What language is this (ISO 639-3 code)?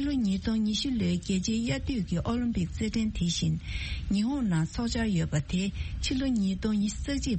bod